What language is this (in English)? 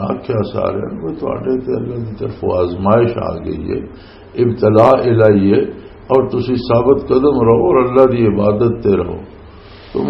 Western Panjabi